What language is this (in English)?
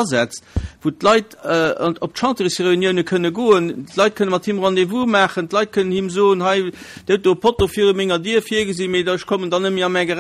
Luxembourgish